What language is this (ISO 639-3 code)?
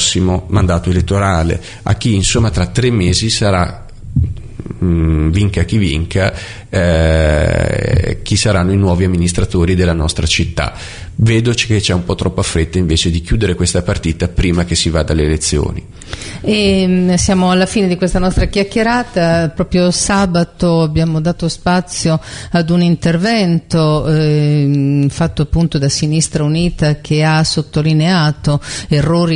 ita